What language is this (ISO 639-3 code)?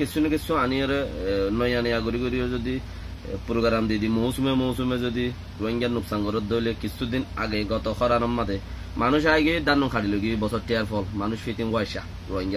rhg